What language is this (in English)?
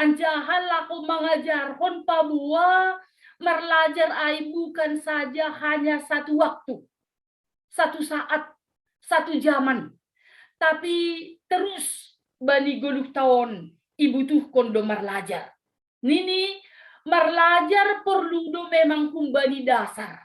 Batak Simalungun